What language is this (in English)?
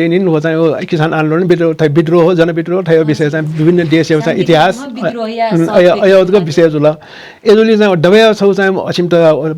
Newari